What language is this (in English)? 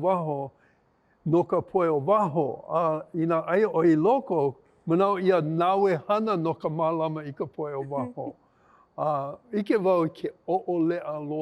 Hawaiian